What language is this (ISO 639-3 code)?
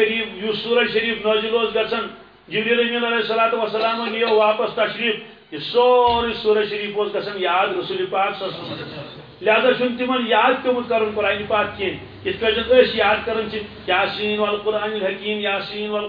kas